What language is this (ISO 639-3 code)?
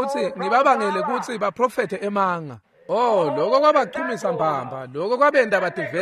ssw